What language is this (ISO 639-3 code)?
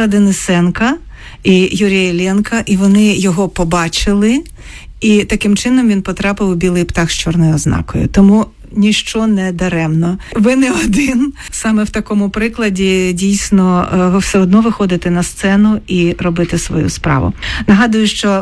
ukr